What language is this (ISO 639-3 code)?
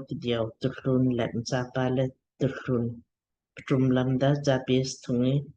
lmk